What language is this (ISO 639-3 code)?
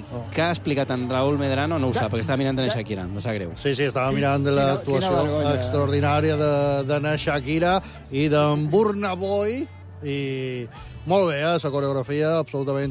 cat